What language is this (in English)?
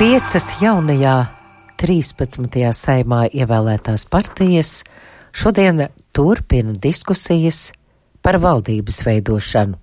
Latvian